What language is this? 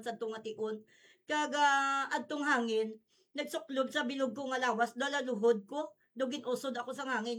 Hiligaynon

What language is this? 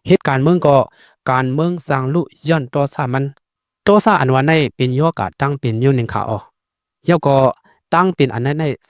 Shan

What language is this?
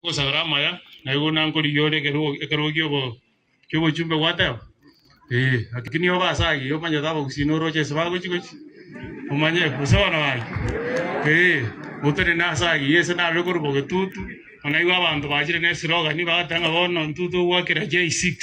Gusii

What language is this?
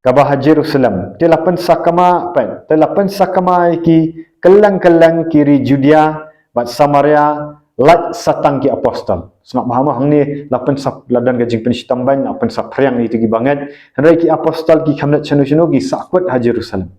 Khasi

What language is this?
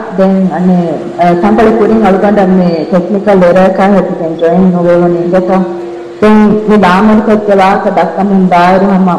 Divehi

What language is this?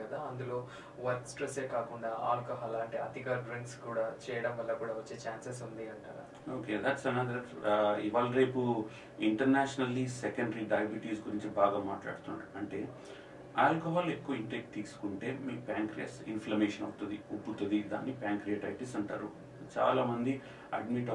Telugu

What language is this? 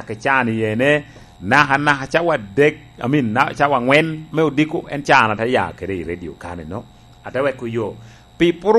Lango (Uganda)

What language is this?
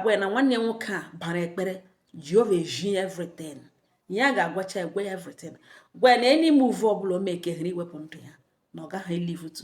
Igbo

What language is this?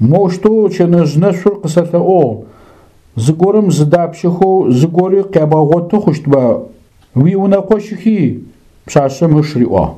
Adyghe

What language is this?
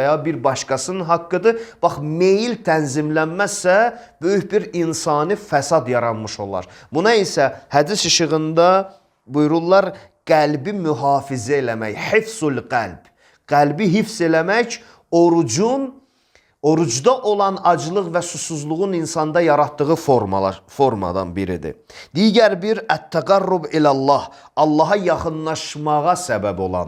Azerbaijani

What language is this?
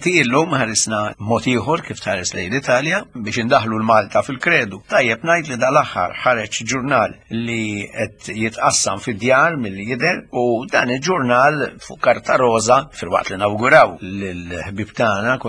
Maltese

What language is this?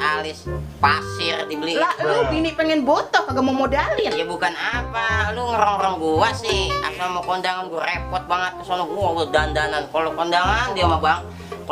Betawi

